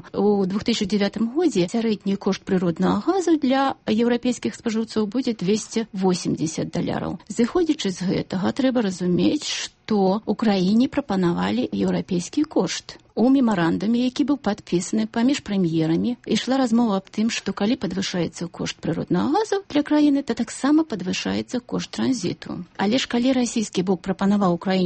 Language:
Belarusian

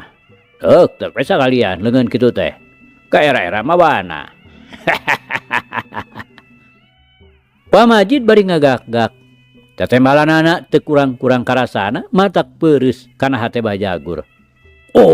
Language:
Sundanese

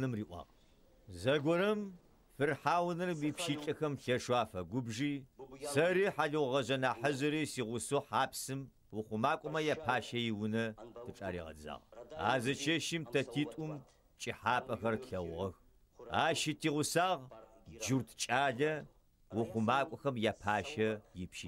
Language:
Adyghe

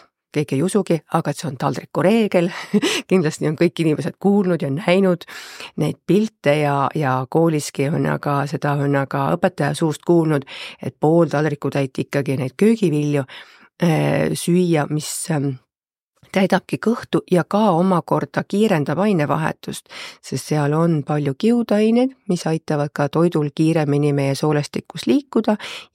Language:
Estonian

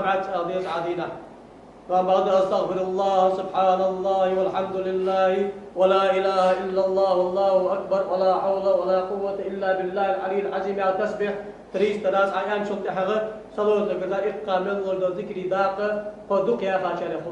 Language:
Ingush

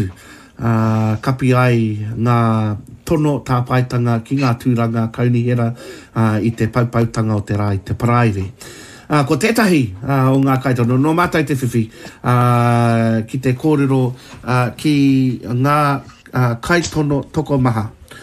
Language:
Māori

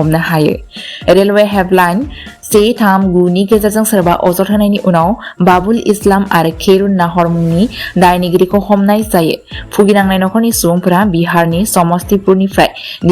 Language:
Bodo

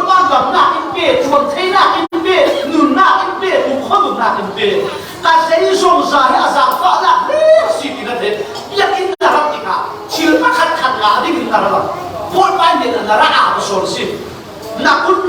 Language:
Falam Chin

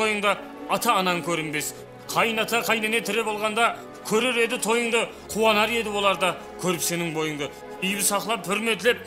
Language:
Kara-Kalpak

